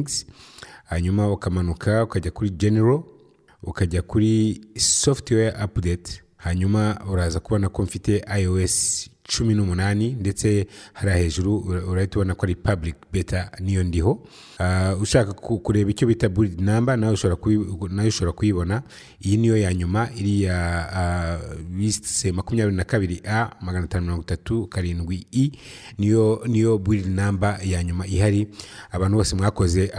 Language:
Kinyarwanda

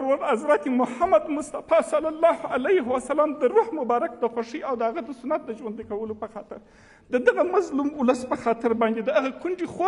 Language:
Pashto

